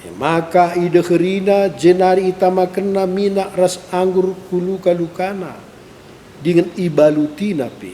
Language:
Batak Karo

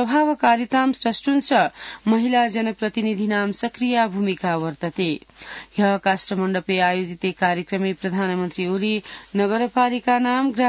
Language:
Sanskrit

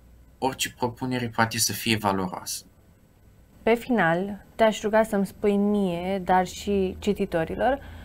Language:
Romanian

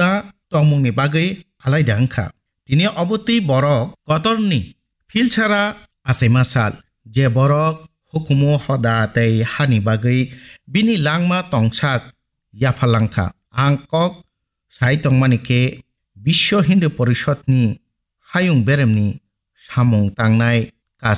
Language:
Kok Borok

